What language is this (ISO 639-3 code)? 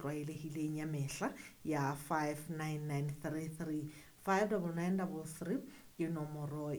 sot